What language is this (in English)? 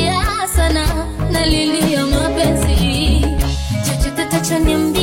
Swahili